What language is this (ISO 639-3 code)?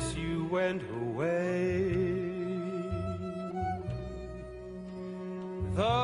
ell